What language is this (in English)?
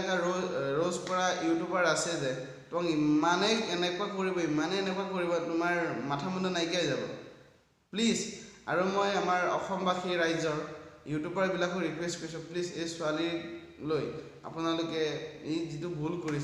Assamese